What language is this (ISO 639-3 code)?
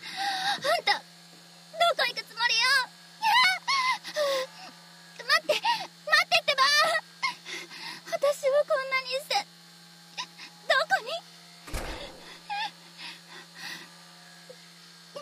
jpn